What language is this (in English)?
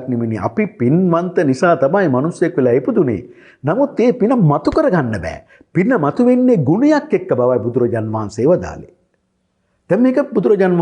Sinhala